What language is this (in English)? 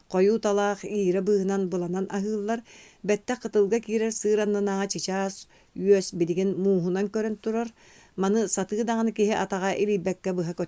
Yakut